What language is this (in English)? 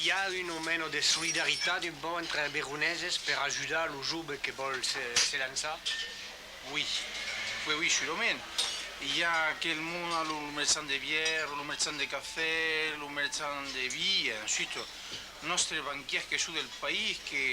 Occitan